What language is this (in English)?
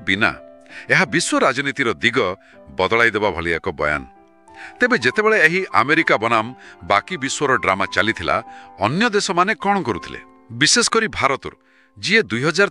Odia